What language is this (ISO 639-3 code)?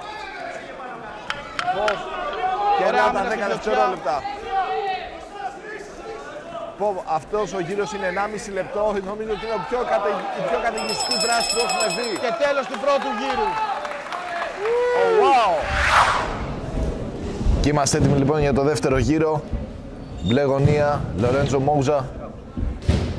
ell